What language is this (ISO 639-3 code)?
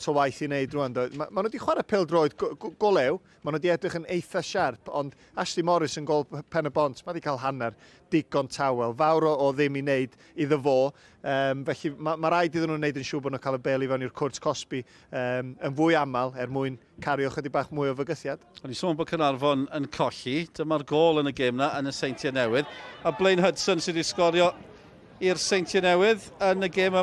cym